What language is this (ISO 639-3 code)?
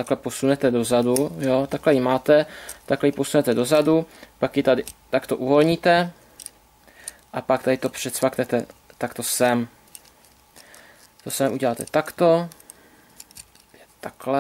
ces